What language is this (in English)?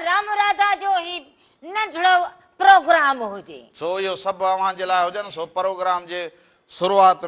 Sindhi